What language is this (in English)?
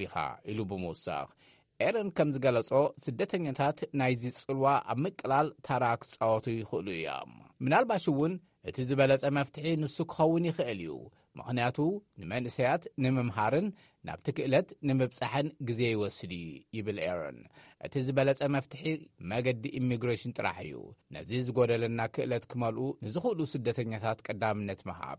Tigrinya